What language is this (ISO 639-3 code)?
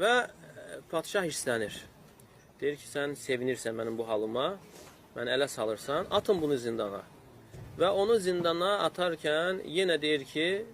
aze